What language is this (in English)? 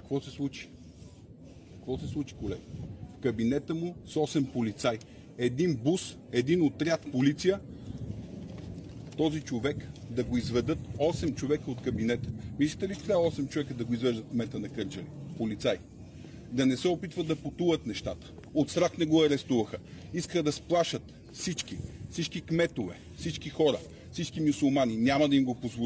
Bulgarian